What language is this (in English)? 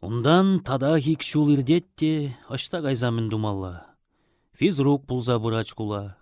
Chuvash